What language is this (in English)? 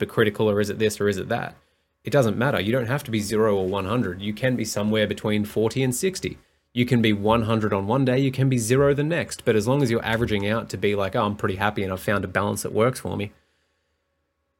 English